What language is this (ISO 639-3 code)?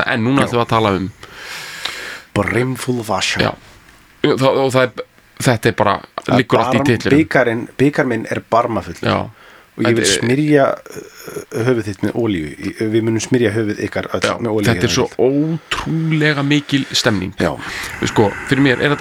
isl